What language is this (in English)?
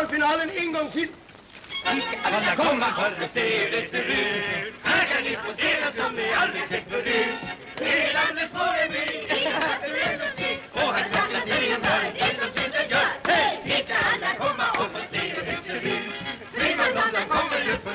Swedish